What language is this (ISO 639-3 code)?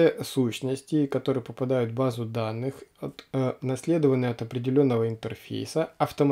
rus